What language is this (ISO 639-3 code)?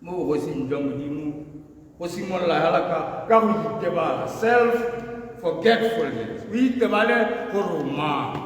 tsn